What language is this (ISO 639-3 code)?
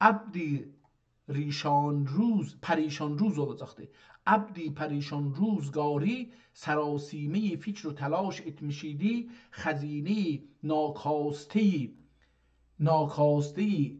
azb